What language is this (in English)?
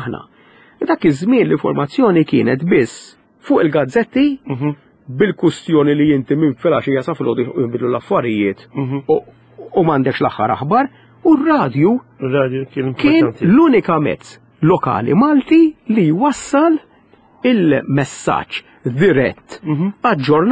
Maltese